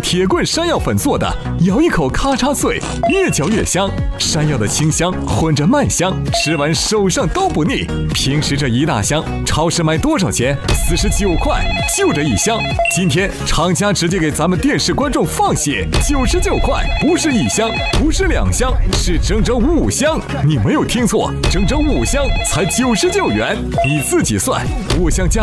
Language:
Chinese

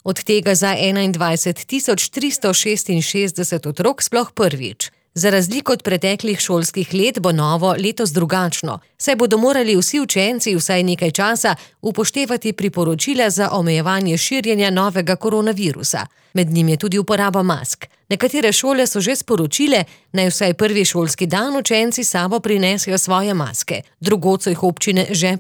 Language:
Slovenian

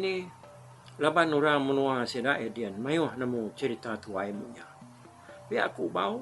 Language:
Iban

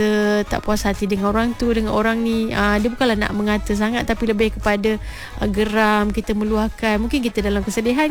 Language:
Malay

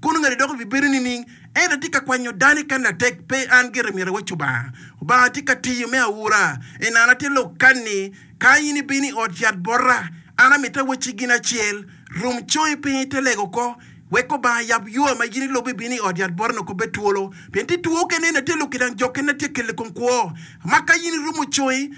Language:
Acoli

